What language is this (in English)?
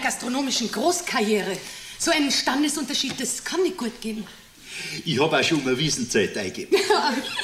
Bavarian